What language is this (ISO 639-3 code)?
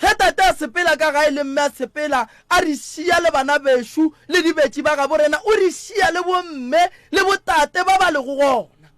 nso